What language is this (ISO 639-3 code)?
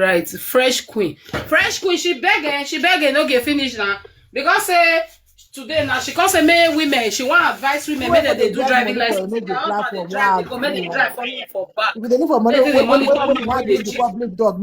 pcm